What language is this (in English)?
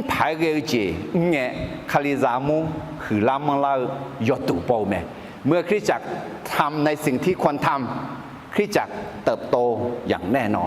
Akha